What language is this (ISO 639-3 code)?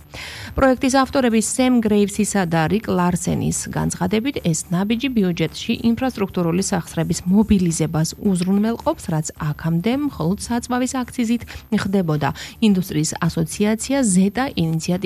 kat